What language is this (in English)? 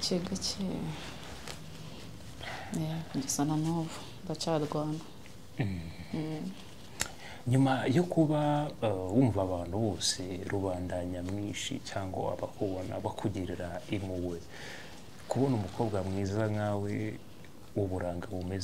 Kinyarwanda